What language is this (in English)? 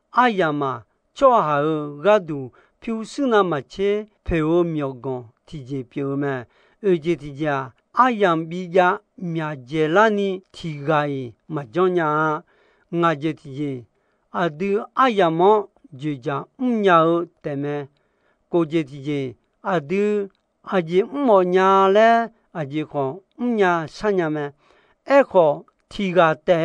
Akha